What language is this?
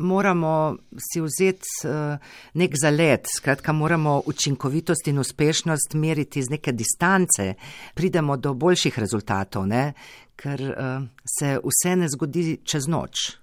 Slovenian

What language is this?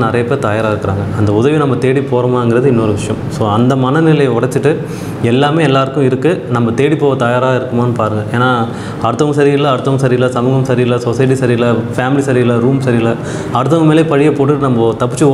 Tamil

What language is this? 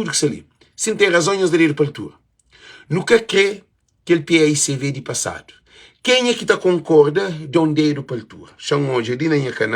Kabuverdianu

